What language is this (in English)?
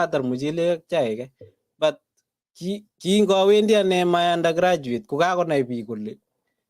Kalenjin